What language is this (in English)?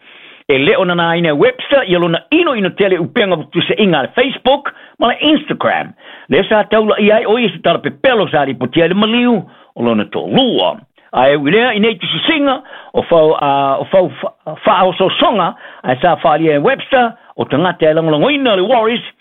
Samoan